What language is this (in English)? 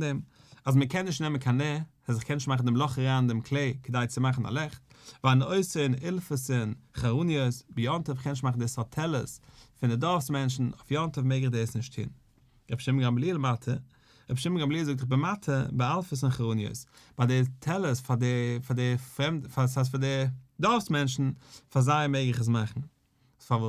Yiddish